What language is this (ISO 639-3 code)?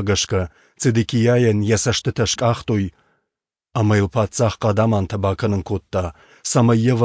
oss